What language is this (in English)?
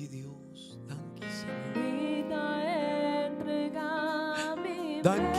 Papiamento